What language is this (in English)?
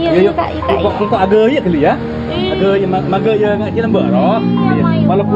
Madurese